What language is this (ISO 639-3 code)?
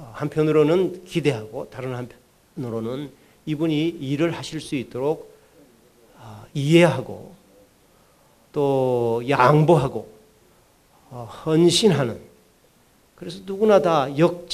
kor